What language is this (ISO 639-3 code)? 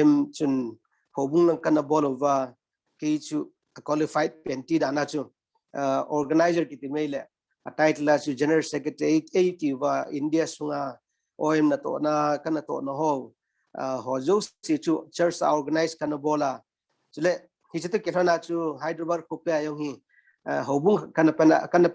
tcz